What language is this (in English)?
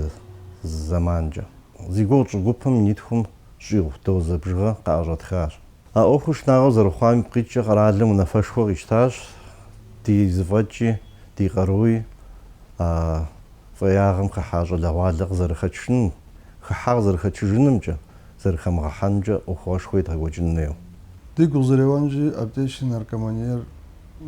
Kabardian